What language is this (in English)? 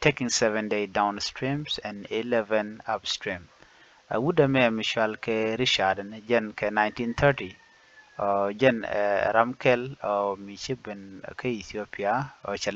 Nuer